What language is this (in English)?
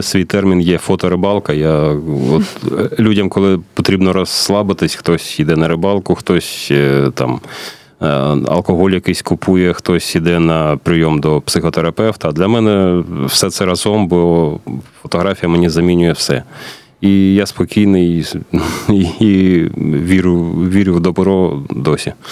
Ukrainian